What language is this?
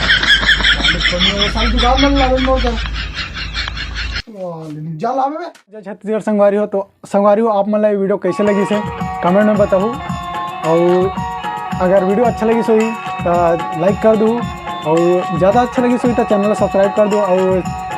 Chhattisgarhi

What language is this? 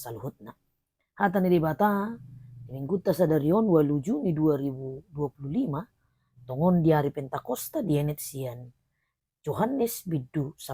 Batak Toba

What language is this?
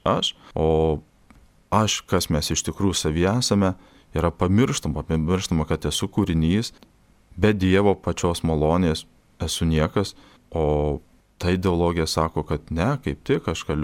Lithuanian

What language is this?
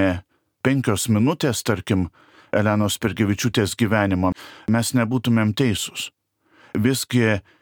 Lithuanian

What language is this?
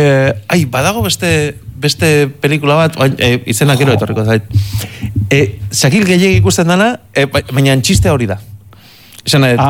Basque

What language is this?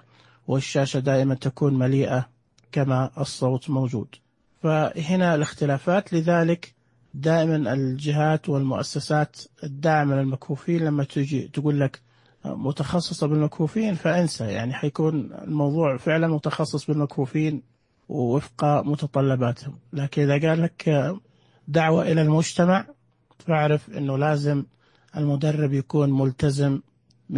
Najdi Arabic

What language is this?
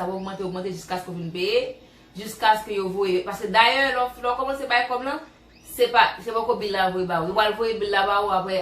Haitian Creole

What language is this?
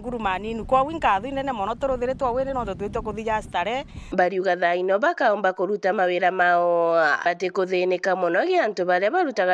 Meru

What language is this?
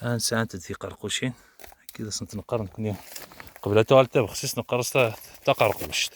Kabyle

